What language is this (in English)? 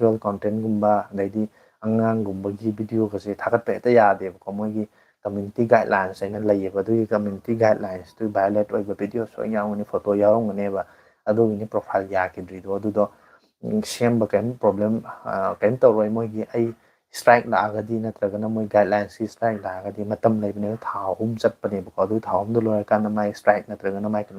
Manipuri